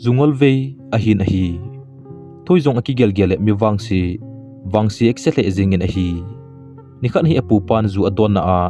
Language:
Thado Chin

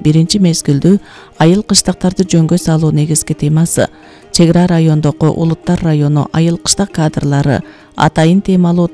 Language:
Kyrgyz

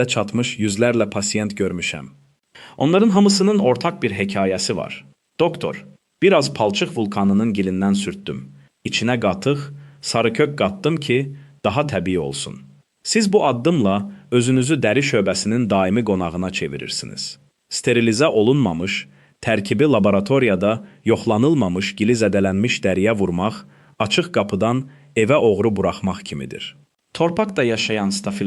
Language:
Azerbaijani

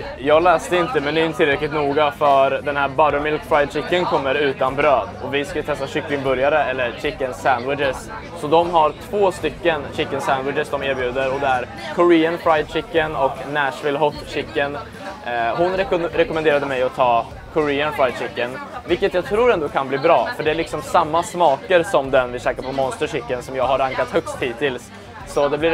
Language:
Swedish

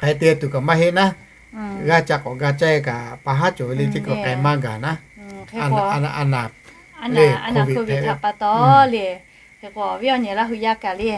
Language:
Lahu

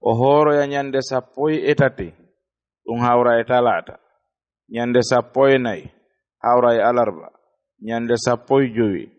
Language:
Fula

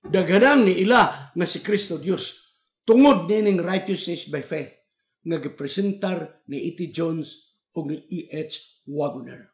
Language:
Cebuano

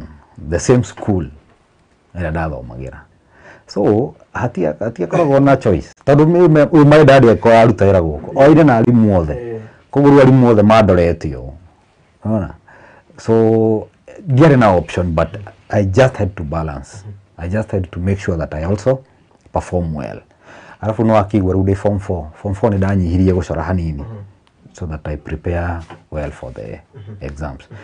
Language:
Kikuyu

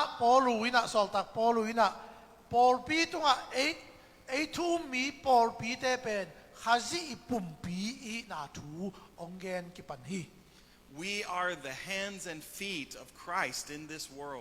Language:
Tedim Chin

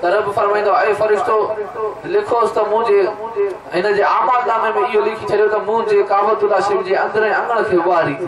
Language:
Sindhi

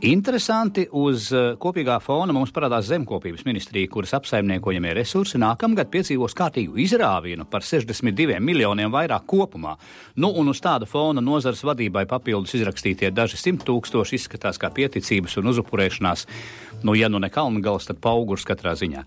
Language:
Latvian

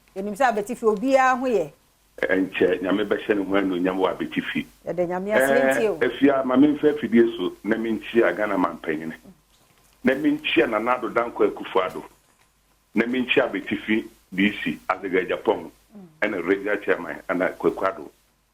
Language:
Akan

